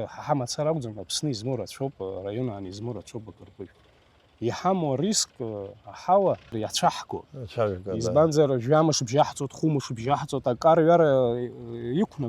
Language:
Abkhazian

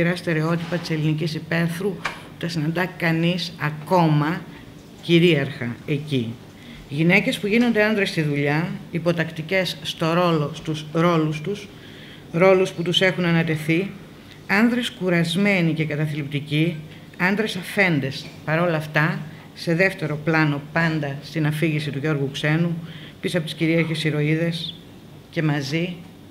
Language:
Greek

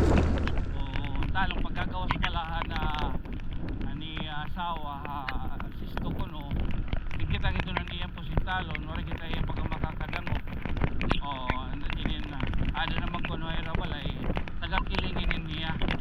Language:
Waray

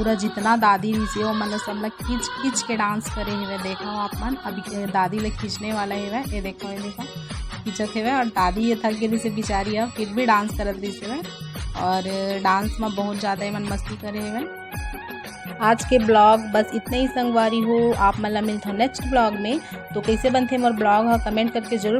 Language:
Chhattisgarhi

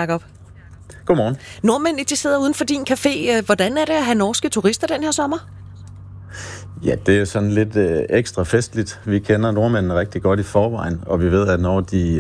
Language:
Danish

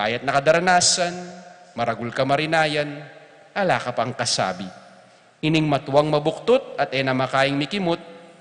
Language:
Pampanga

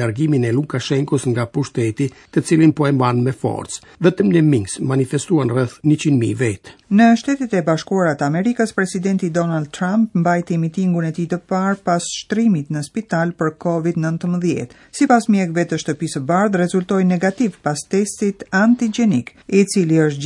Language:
Albanian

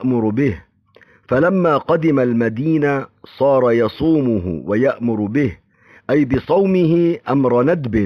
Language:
Arabic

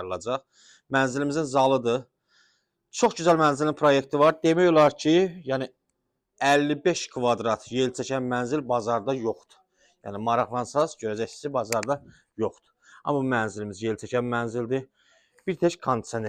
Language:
Azerbaijani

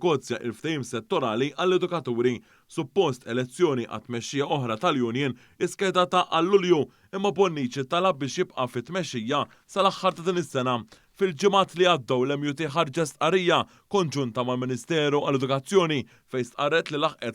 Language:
Maltese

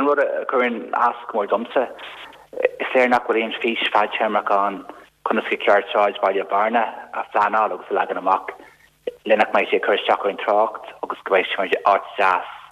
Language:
Irish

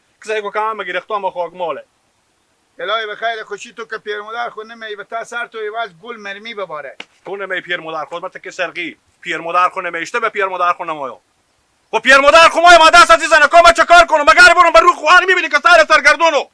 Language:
Hazaragi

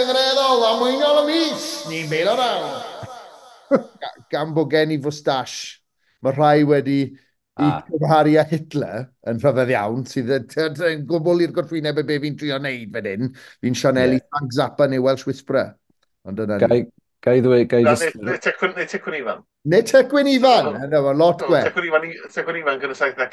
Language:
Welsh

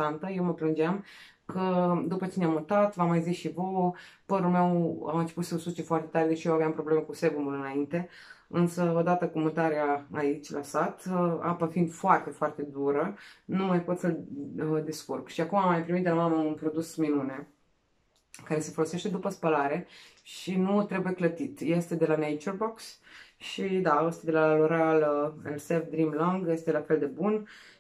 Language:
Romanian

